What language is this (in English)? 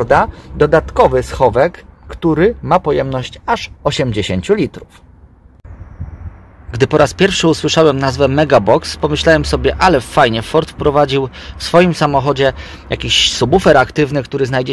Polish